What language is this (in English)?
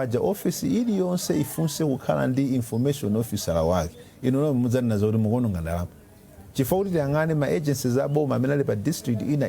Nyanja